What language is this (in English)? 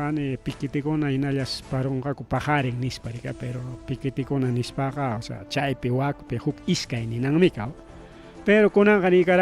Ayacucho Quechua